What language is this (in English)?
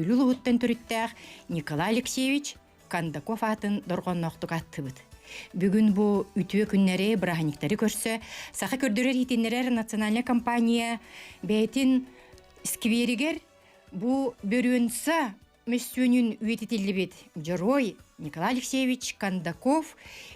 Yakut